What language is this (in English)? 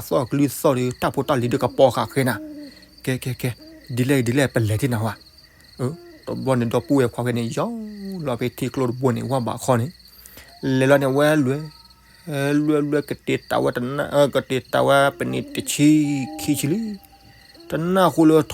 S'gaw Karen